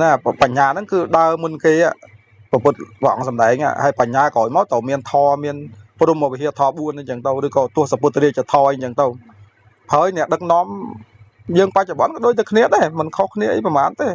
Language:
Khmer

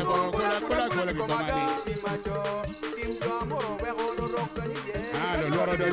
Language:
Acoli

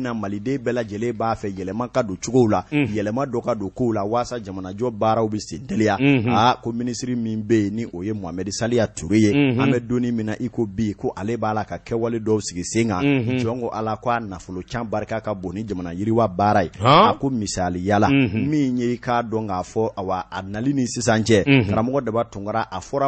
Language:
Bambara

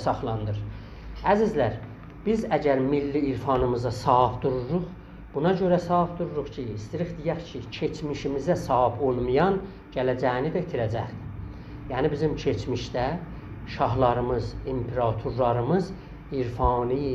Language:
South Azerbaijani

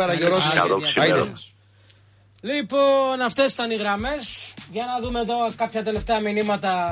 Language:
Greek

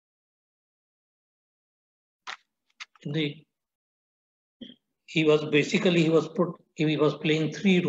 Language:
English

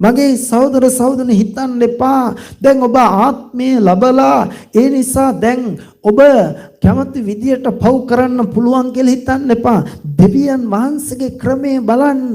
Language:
Sinhala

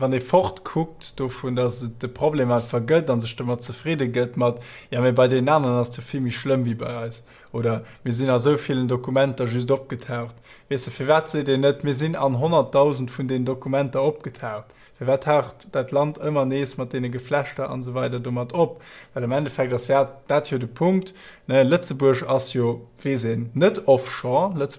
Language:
Luxembourgish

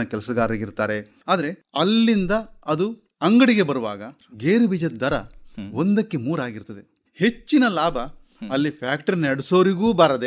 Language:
Kannada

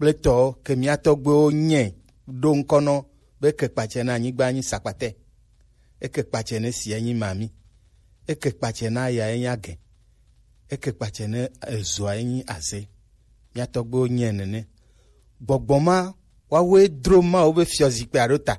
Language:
Gen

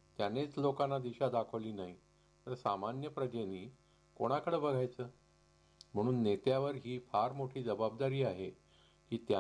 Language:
Marathi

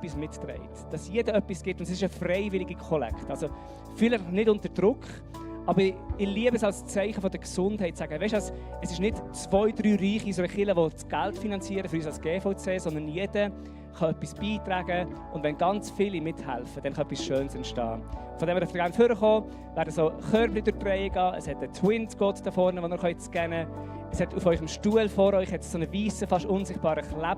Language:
Swiss German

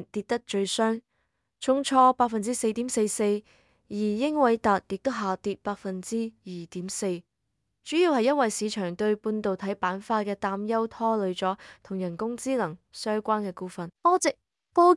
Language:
Cantonese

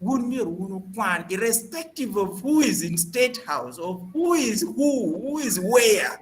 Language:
Acoli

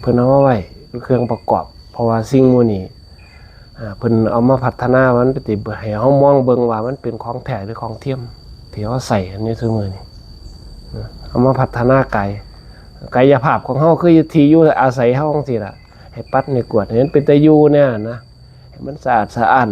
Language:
Northeastern Thai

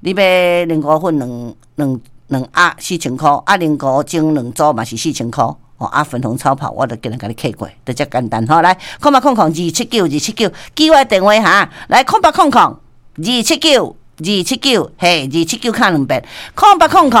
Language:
Min Nan Chinese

